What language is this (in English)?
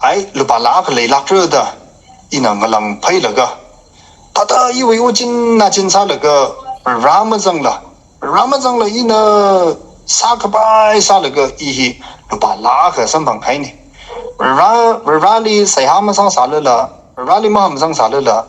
Tangkhul Naga (India)